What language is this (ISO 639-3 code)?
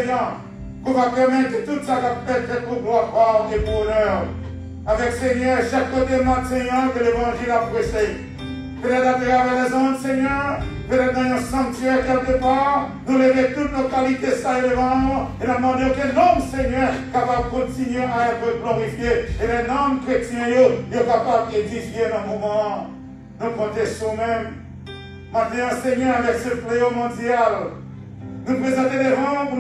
fra